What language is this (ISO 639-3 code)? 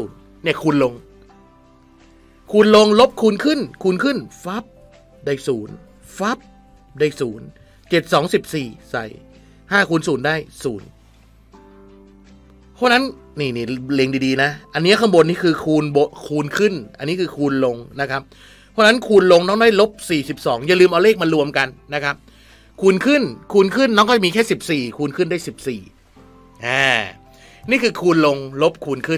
tha